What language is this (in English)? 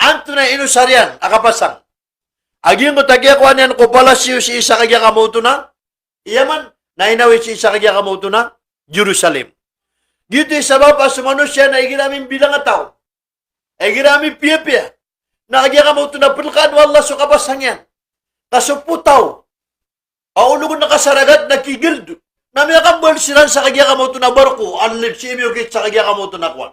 Maranao